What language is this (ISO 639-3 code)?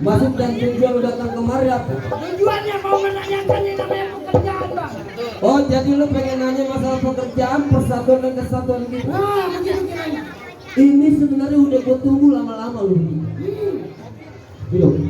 bew